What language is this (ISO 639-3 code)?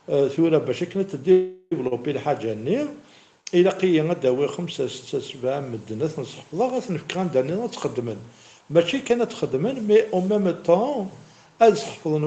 kab